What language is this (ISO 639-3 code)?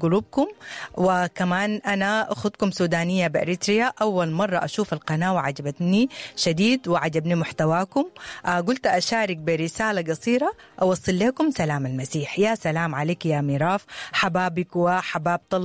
apd